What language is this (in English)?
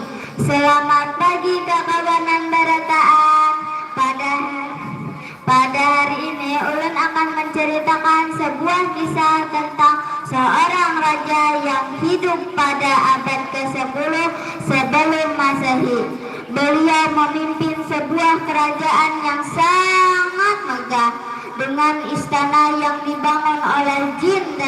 Banjar